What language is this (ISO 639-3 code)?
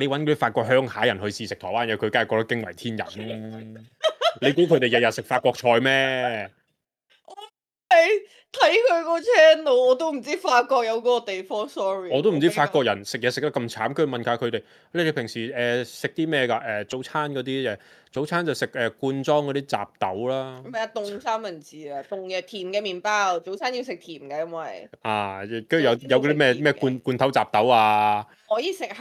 yue